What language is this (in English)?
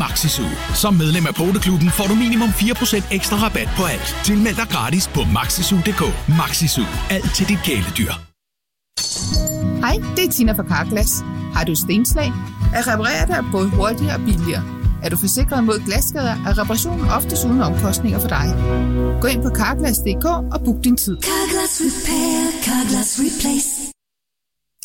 Danish